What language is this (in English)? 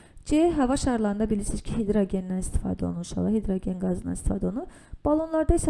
Azerbaijani